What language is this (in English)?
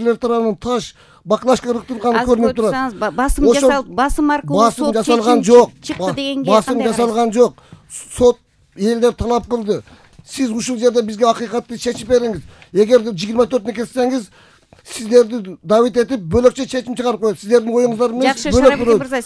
Kyrgyz